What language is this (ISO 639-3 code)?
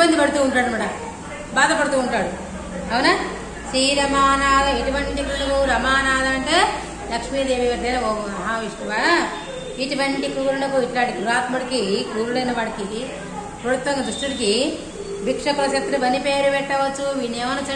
tel